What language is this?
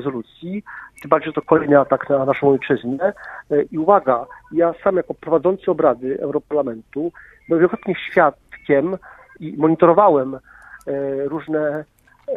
Polish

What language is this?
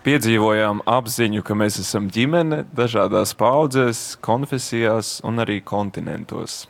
Latgalian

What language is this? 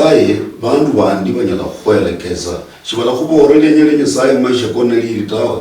Luyia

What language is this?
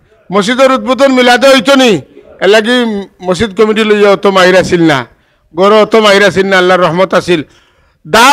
Sylheti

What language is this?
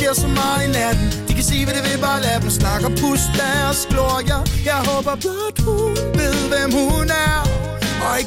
Danish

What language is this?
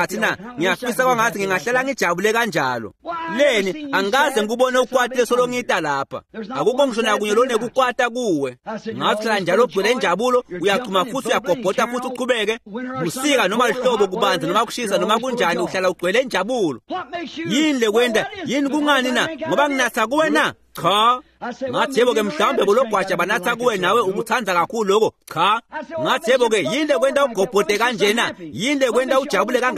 Swati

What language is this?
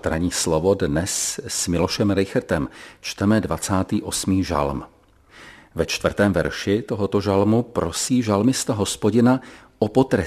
Czech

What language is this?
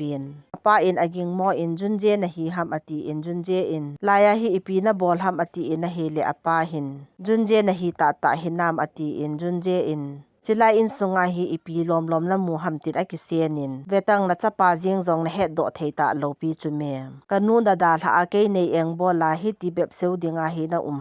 Thado Chin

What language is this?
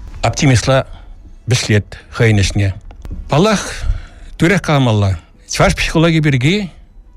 Chuvash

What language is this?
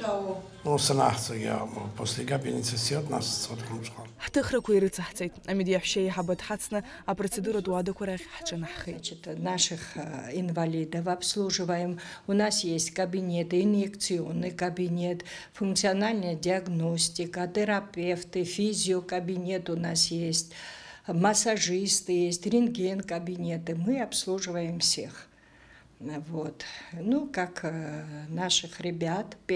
Abkhazian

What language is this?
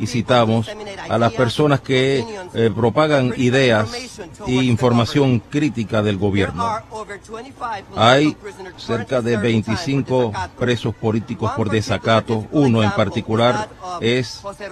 Spanish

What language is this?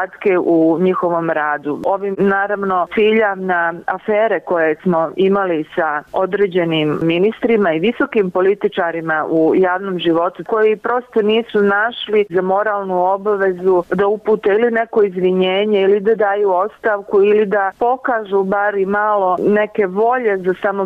Bosnian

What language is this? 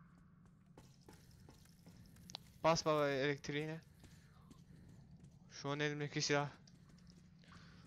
Turkish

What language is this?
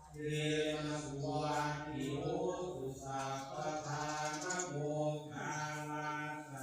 Pali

